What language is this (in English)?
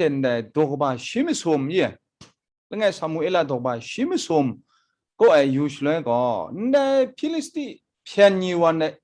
Kachin